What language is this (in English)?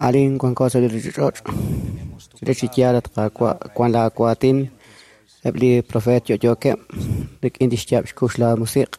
Kekchí